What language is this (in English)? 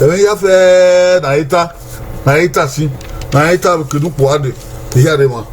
Bini